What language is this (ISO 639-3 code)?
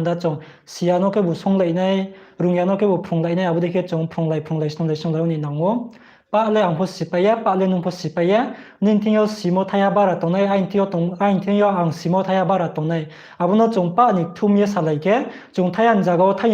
ria